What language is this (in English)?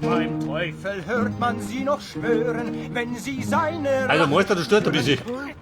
Bavarian